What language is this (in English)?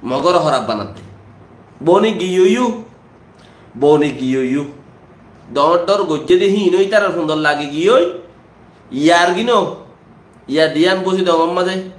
Rohingya